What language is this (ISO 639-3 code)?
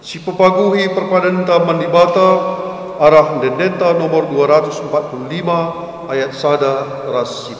btx